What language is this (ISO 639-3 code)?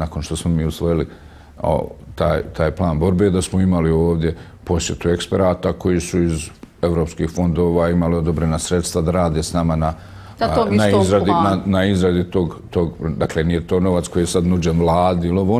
bos